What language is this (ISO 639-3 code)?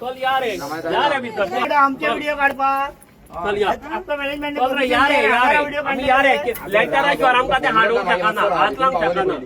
kok